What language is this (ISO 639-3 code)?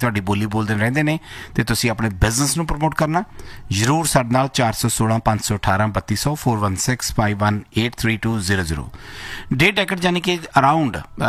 pan